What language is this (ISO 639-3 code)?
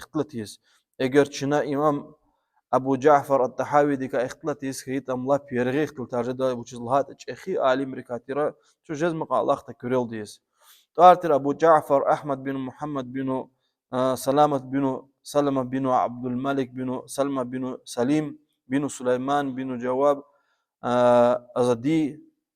lez